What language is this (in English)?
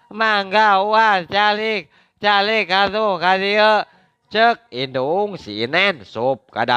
Sundanese